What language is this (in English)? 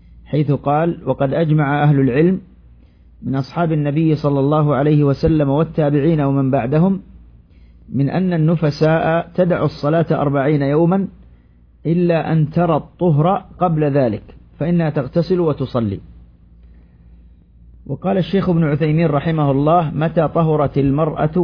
Arabic